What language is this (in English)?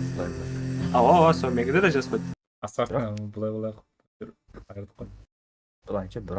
Kara-Kalpak